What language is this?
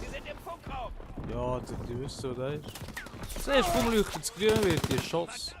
Swiss German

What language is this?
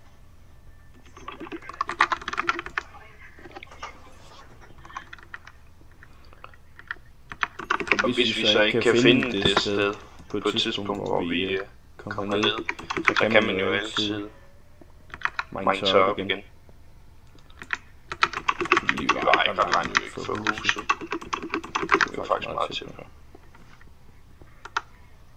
Danish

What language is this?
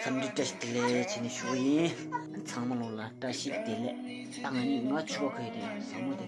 Tibetan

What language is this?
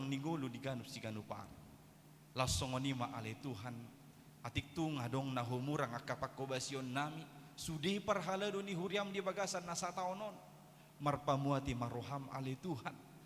Batak Toba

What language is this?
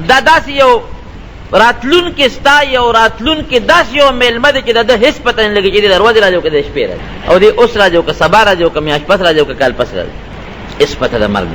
Pashto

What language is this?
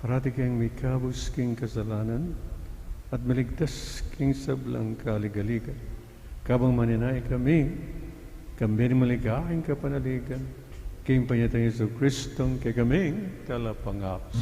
Pampanga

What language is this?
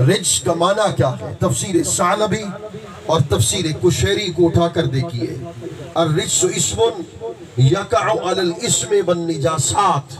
Saraiki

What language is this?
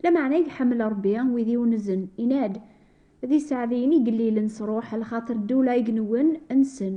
Kabyle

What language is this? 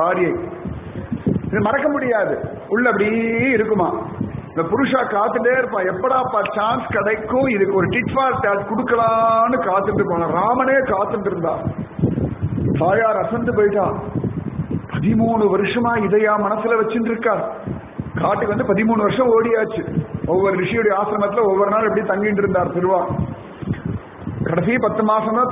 Tamil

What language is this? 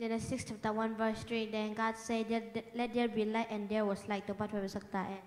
Tedim Chin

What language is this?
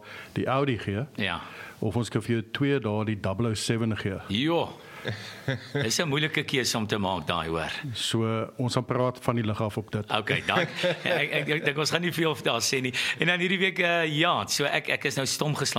Afrikaans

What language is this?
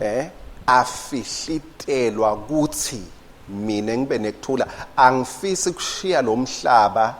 Swati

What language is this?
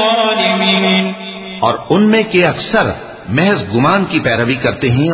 Urdu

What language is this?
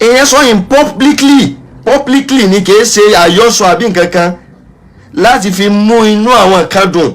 Yoruba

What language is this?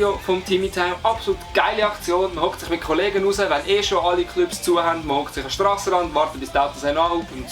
Swiss German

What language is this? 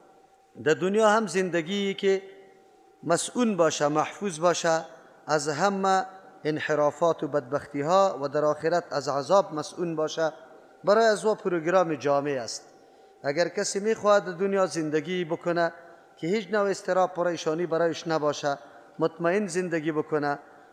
Persian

